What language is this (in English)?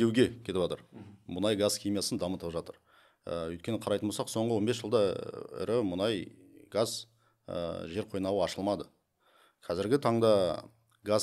Kazakh